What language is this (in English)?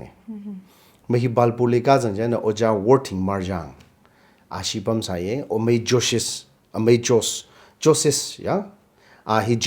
Tangkhul Naga (India)